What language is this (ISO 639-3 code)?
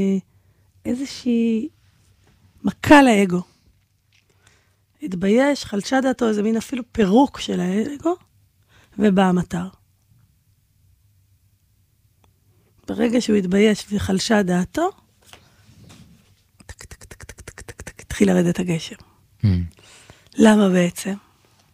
heb